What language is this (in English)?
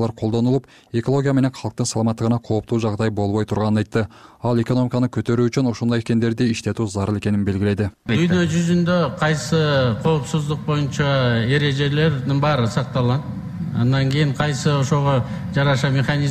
Kyrgyz